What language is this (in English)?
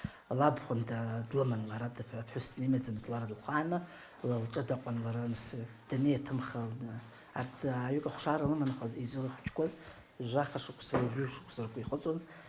Abkhazian